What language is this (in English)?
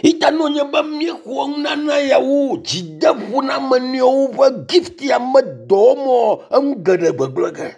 Ewe